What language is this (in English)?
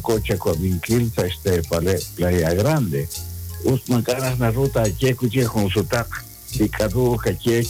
Kekchí